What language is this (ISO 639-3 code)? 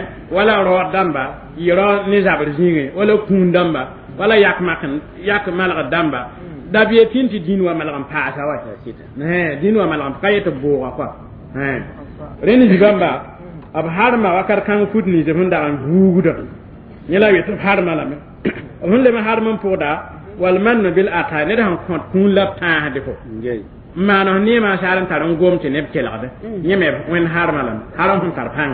mos